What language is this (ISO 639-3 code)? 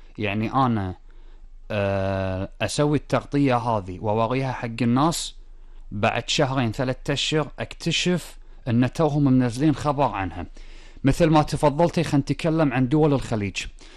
afb